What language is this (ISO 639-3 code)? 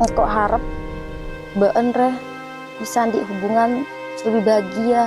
mad